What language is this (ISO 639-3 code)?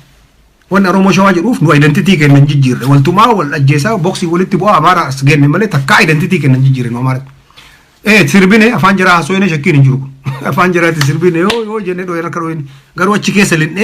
orm